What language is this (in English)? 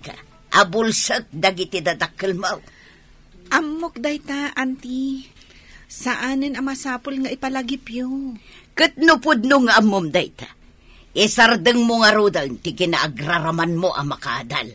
Iloko